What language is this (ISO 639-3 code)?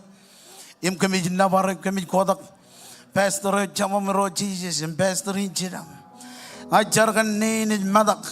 mah